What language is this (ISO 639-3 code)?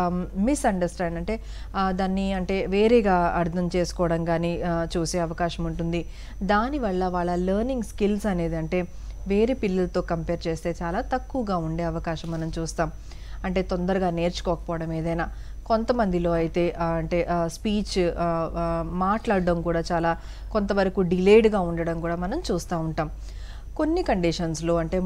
tel